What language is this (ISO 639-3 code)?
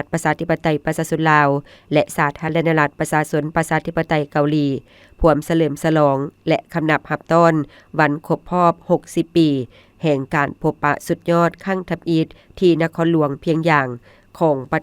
lao